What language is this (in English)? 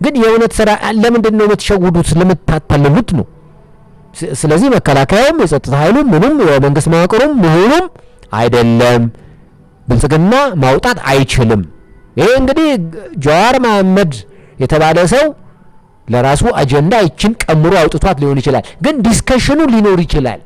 Amharic